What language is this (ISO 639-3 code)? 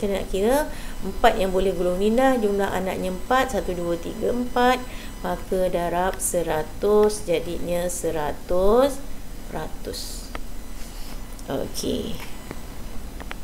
msa